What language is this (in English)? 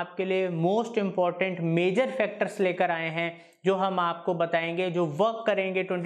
Hindi